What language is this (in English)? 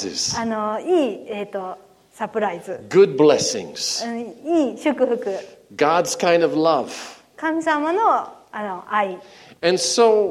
Japanese